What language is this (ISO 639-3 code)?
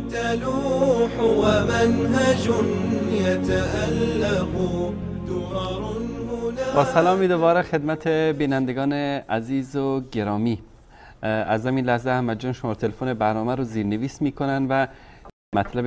fas